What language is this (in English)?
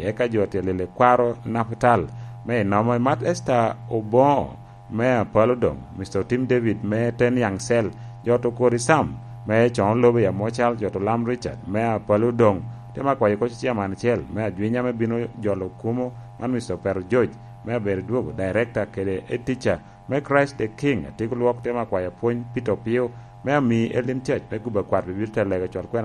Lango (Uganda)